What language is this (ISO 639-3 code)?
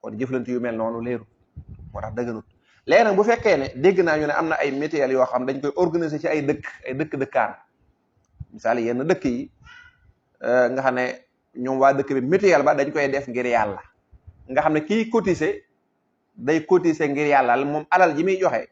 wol